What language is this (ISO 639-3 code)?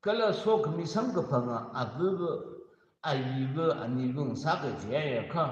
nmf